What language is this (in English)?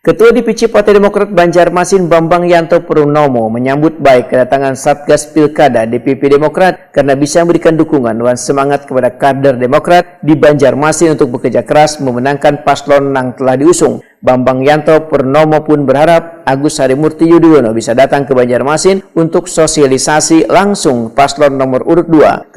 Banjar